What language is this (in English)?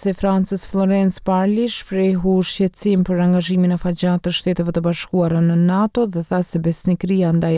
Albanian